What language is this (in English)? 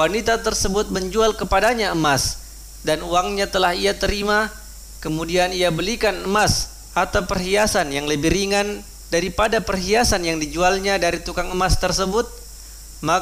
Indonesian